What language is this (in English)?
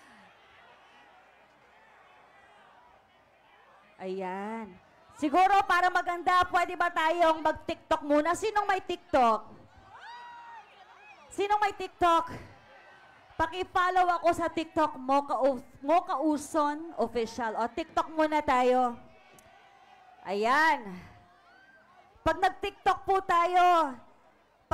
Filipino